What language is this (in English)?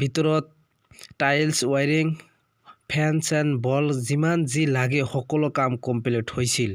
Assamese